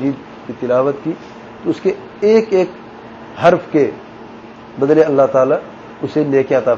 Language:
Urdu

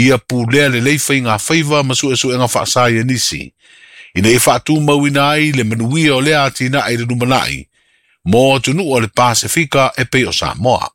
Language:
Samoan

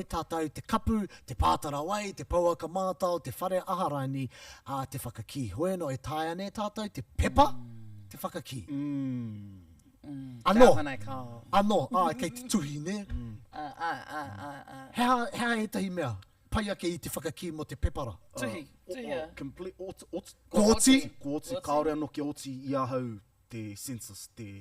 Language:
Māori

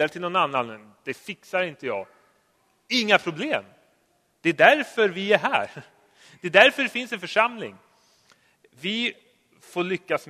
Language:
Swedish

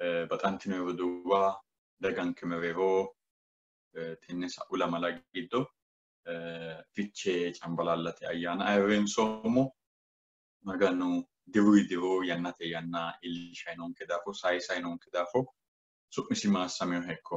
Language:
Sidamo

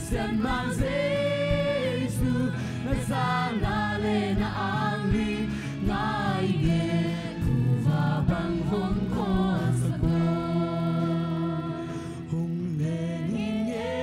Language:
Tedim Chin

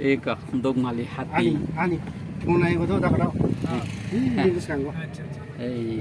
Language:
Kok Borok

